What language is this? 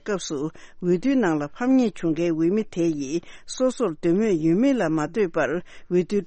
Tibetan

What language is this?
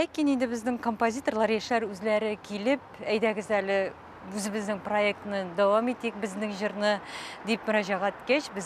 Tatar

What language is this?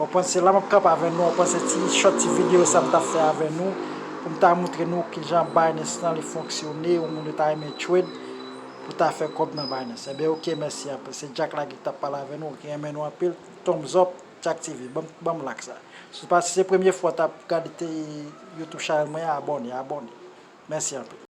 Haitian Creole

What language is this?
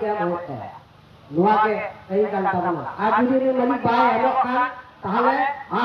Santali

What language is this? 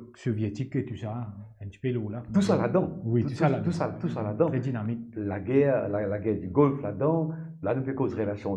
Morisyen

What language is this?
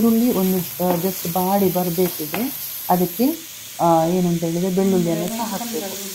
Kannada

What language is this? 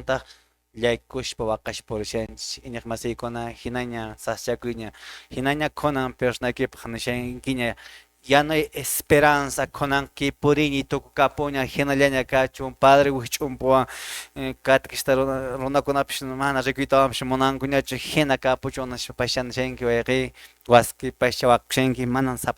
Quechua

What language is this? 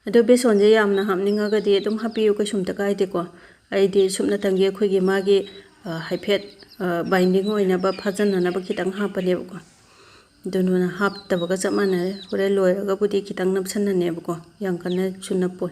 Manipuri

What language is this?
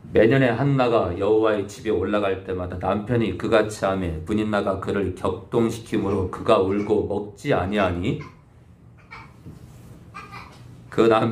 Korean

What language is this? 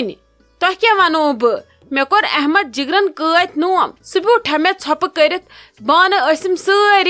Kashmiri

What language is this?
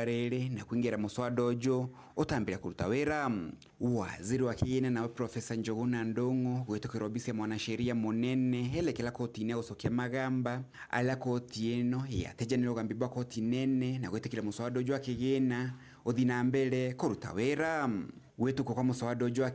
Meru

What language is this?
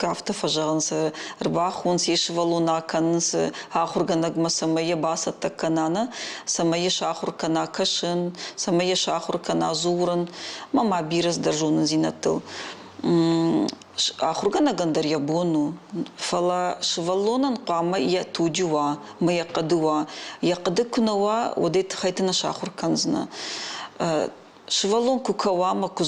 Ossetic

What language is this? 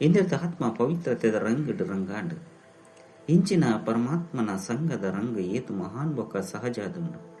Tulu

